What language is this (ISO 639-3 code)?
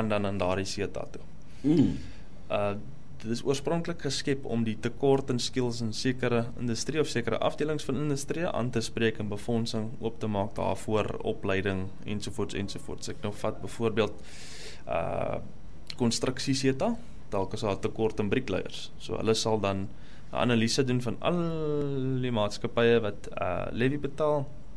afr